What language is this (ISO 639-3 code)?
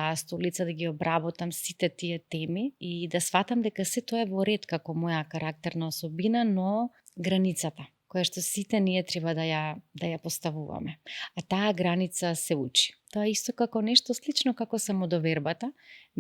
mkd